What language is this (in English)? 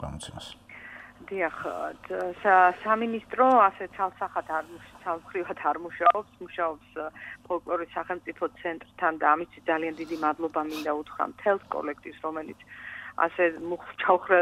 Georgian